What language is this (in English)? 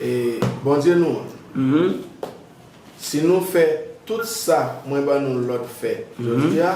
Haitian Creole